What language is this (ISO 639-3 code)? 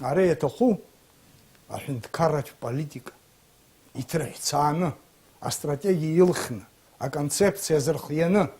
abk